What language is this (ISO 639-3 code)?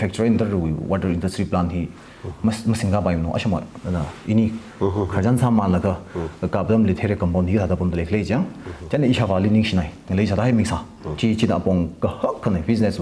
nmf